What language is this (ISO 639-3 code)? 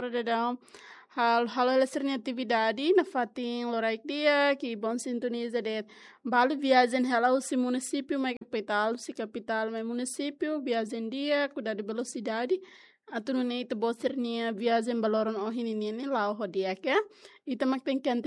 tet